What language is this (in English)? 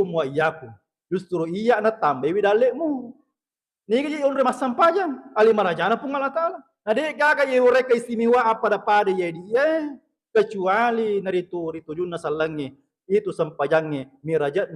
Buginese